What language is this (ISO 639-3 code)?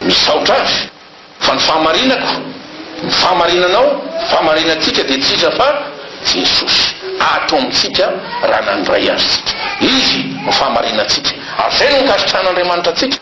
mlg